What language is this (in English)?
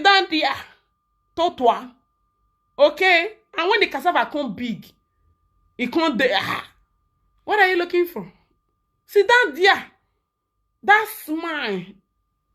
Nigerian Pidgin